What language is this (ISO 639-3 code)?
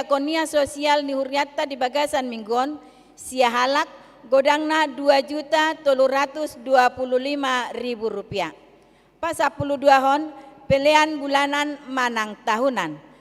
bbc